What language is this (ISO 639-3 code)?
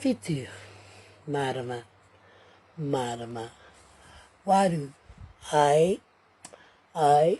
mri